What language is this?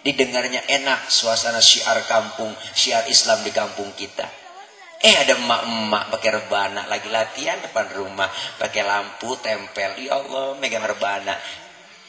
Betawi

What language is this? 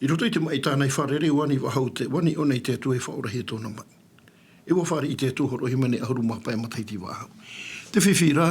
Tahitian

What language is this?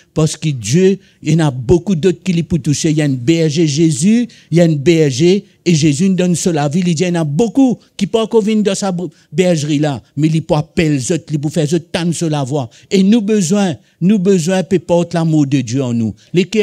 Morisyen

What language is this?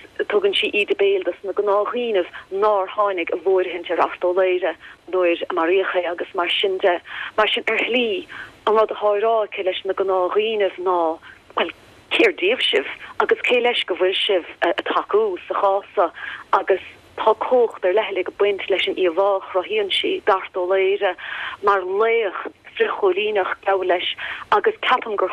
Irish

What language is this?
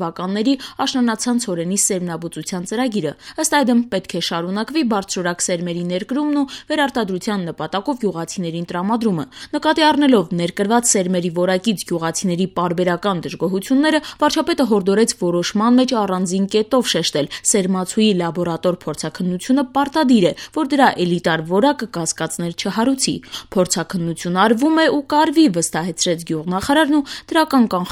Armenian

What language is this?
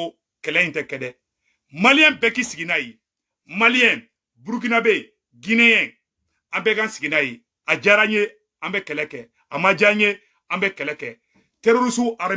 Bambara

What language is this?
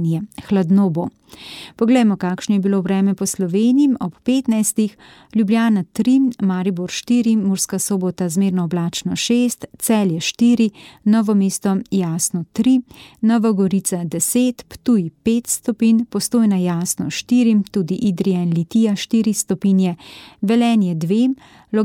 Slovenian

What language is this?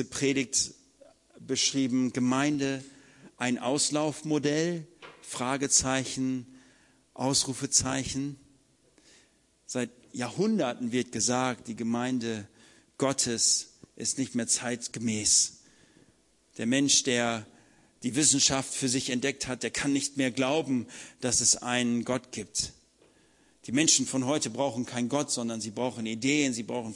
German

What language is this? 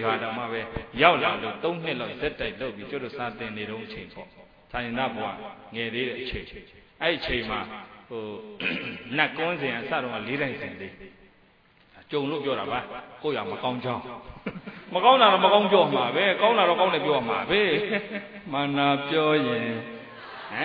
Burmese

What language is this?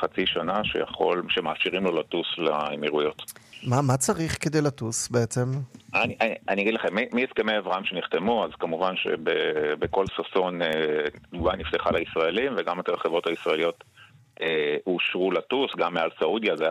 Hebrew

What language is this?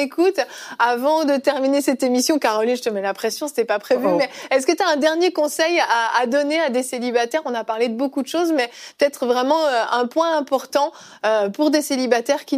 French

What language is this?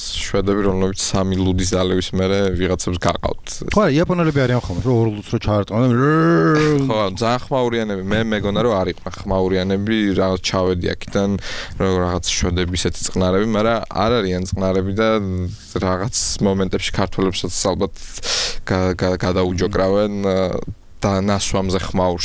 Georgian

